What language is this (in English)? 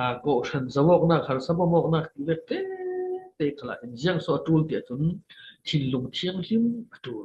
Falam Chin